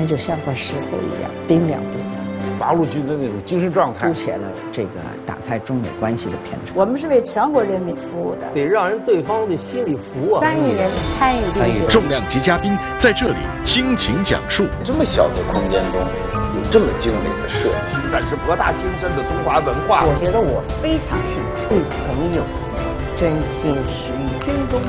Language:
Chinese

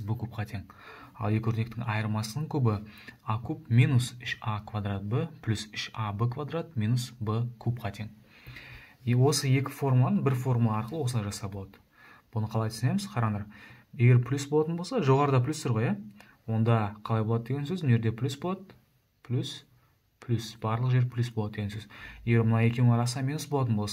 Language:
Kazakh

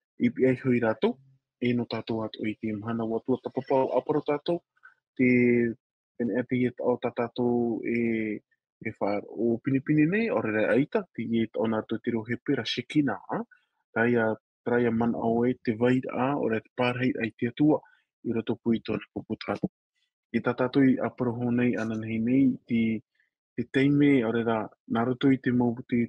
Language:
Tahitian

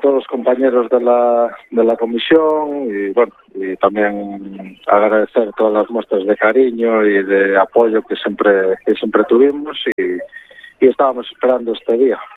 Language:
Galician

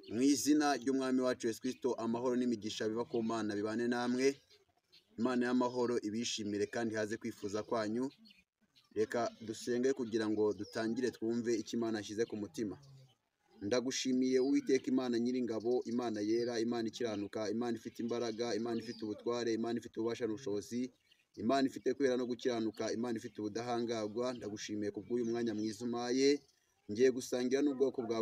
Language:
Kinyarwanda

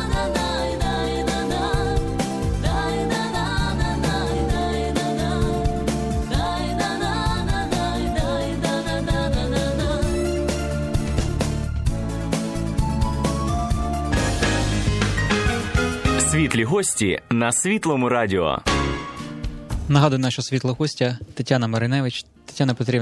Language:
Ukrainian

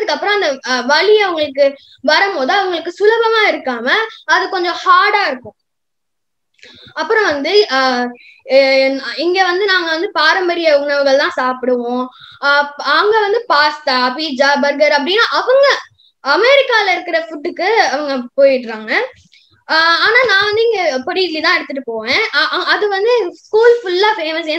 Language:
Tamil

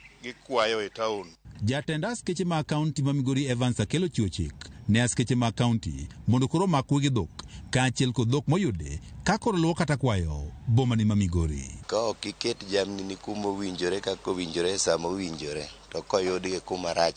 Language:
Luo (Kenya and Tanzania)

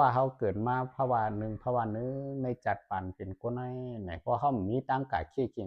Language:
Lao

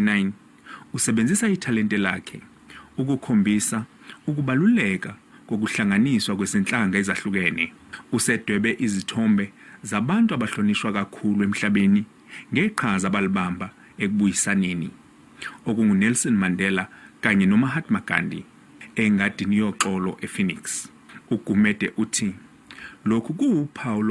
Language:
Zulu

